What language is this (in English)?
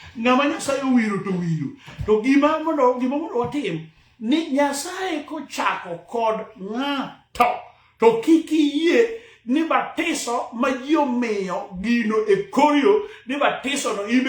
Luo (Kenya and Tanzania)